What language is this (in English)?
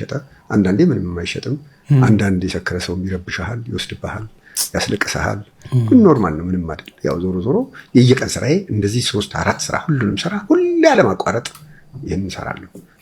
Amharic